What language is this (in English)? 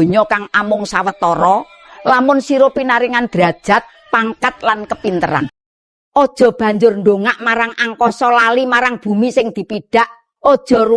Javanese